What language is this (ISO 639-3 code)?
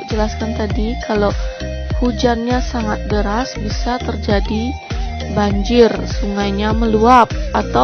ban